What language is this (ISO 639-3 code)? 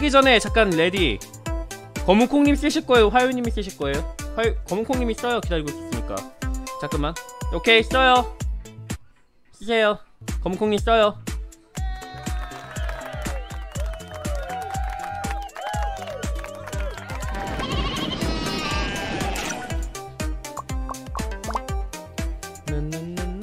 kor